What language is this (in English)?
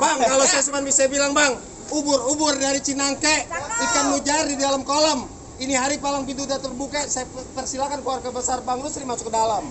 Betawi